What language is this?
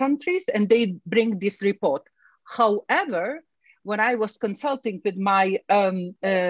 Ukrainian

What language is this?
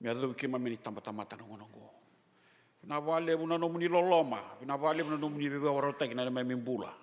Fijian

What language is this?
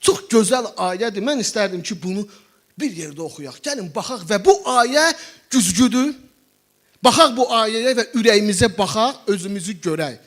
Azerbaijani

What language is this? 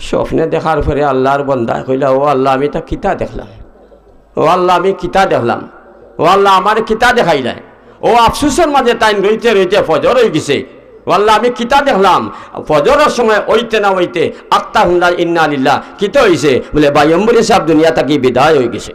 Sylheti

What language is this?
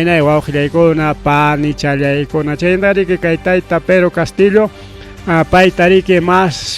Ayacucho Quechua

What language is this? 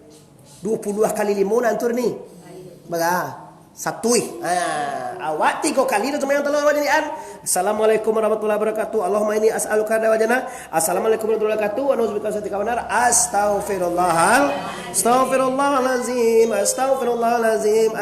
Minangkabau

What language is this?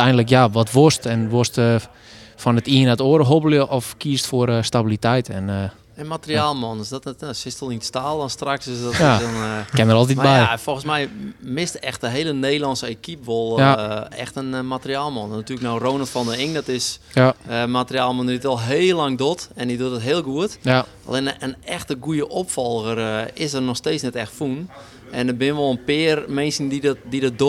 Western Frisian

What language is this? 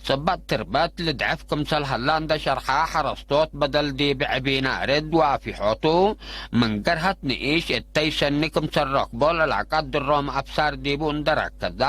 Tigre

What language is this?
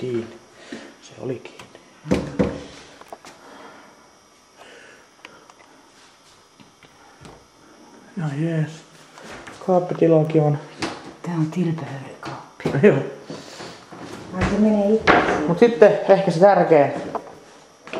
Finnish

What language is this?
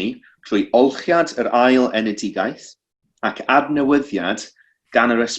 Welsh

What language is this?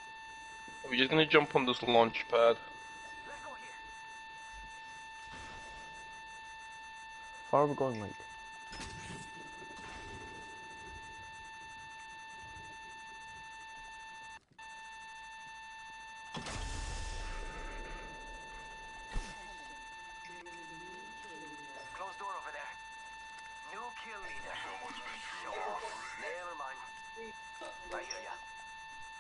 English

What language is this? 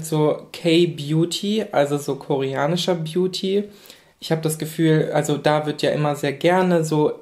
German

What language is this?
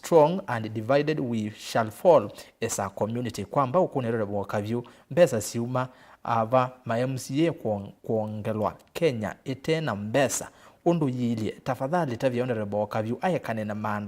Kamba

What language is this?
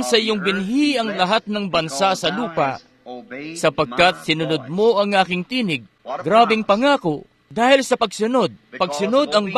Filipino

